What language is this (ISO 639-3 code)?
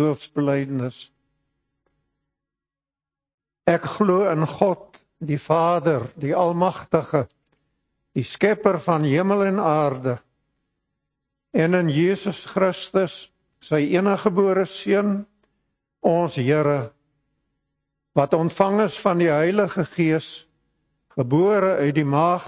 afr